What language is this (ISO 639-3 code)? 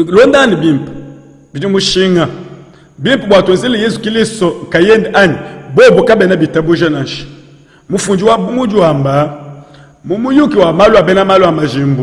lua